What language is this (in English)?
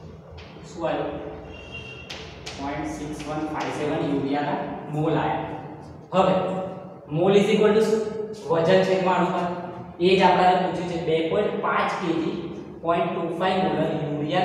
Gujarati